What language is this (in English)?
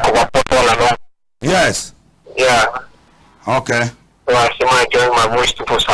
Cameroon Pidgin